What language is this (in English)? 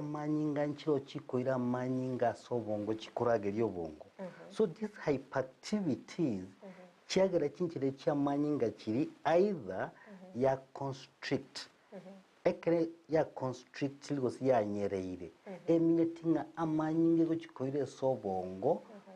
Gusii